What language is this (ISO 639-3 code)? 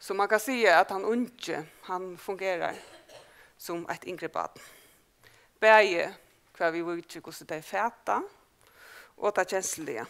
fao